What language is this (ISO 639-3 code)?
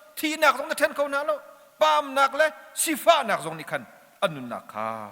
cnh